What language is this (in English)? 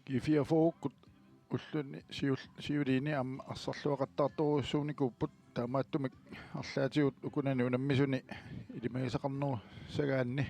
Kalaallisut